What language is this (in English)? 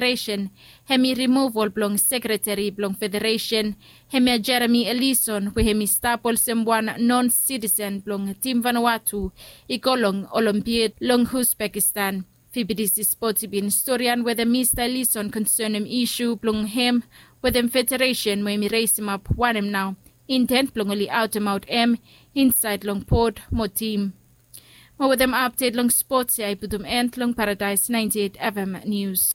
Bislama